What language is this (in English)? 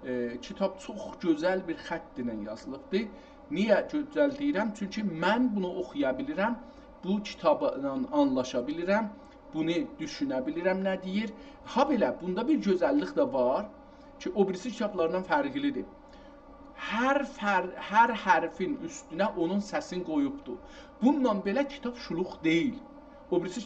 South Azerbaijani